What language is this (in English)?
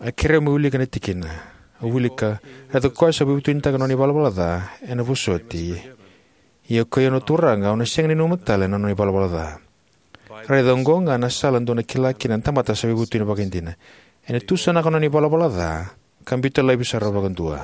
Fijian